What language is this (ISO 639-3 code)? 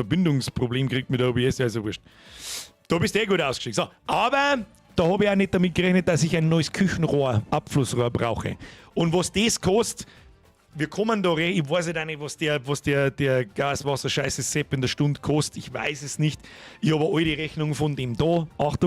bar